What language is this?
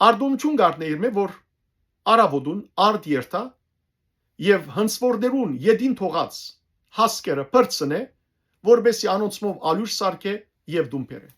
Western Armenian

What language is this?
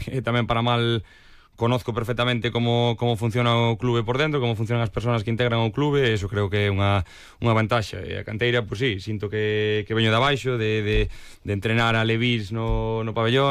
Galician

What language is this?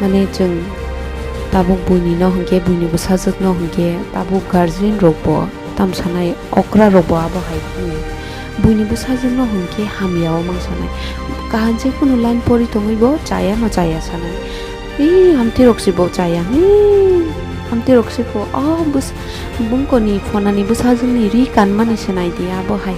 Kok Borok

